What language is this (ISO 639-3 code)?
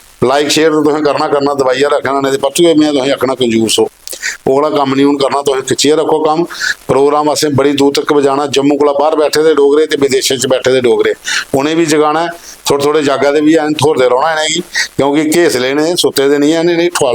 doi